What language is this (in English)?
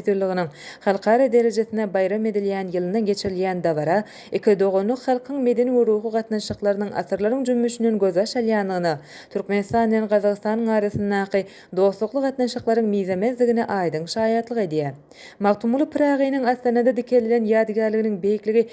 Turkmen